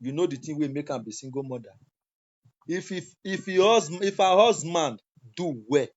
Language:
Nigerian Pidgin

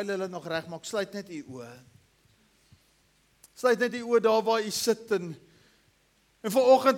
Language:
Afrikaans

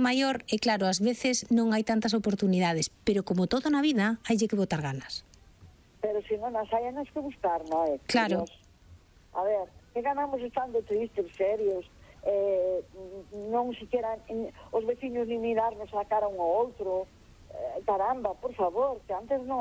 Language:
Galician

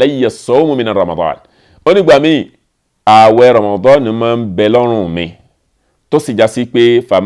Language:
Yoruba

